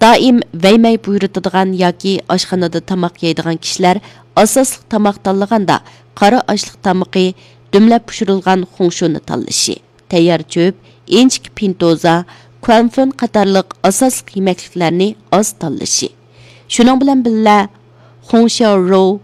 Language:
Uyghur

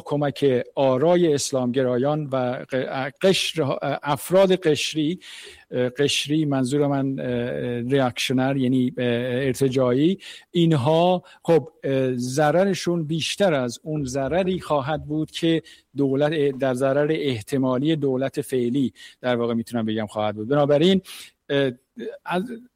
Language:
Persian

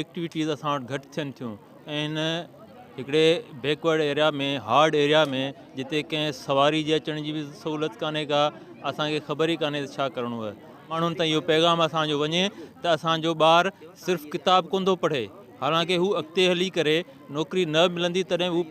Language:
Sindhi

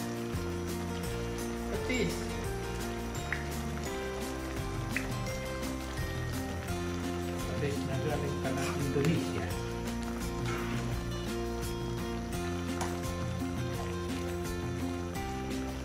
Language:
Filipino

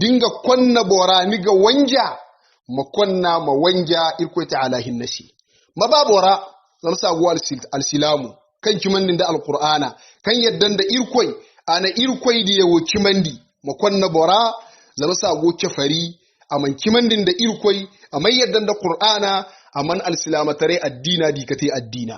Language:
Hausa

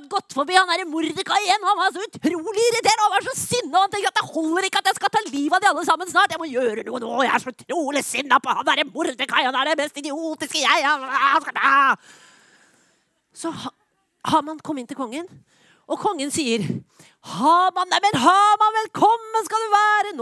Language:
Norwegian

